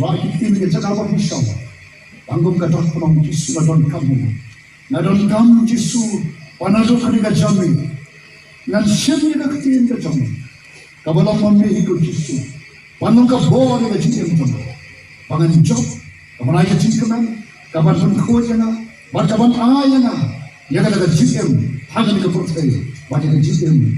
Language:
Khasi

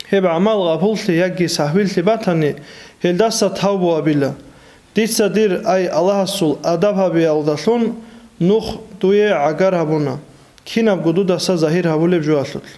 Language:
Avaric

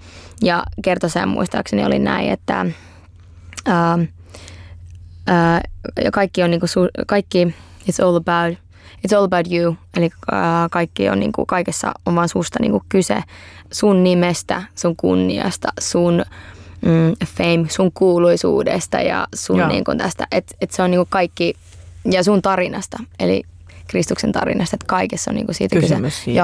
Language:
Finnish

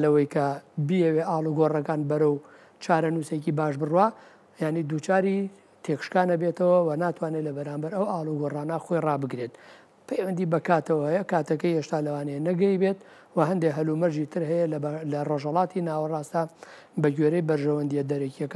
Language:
Central Kurdish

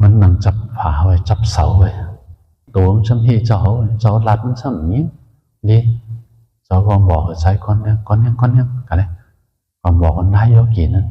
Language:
Shan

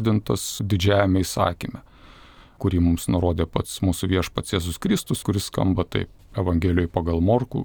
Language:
Lithuanian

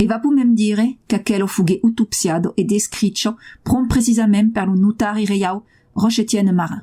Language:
Occitan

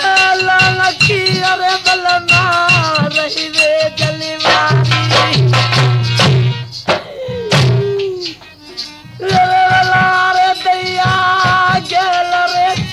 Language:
Haryanvi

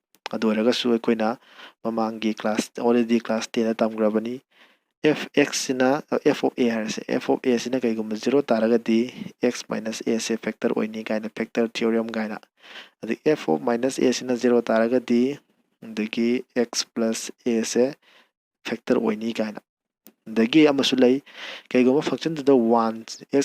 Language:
Manipuri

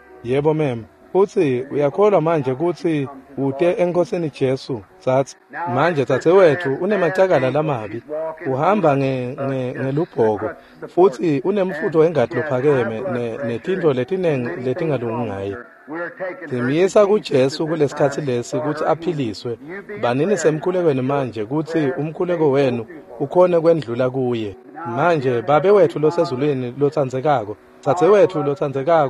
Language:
Swati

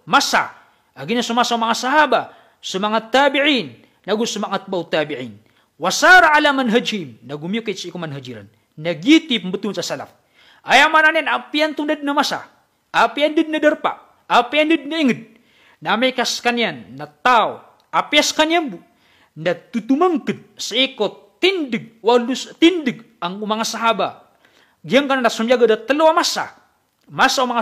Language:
Maranao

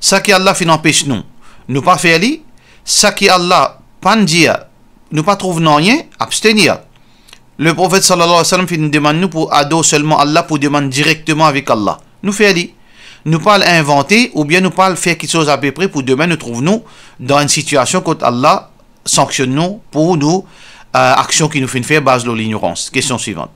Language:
Morisyen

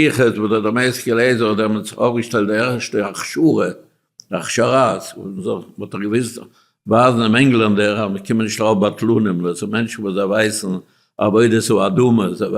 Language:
Yiddish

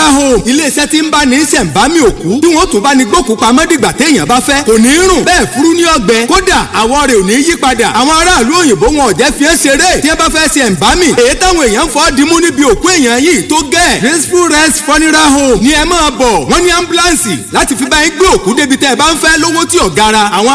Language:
Yoruba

